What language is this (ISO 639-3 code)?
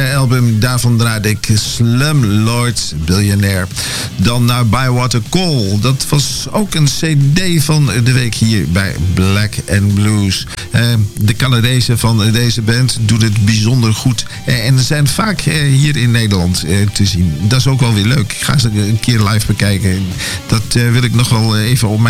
nld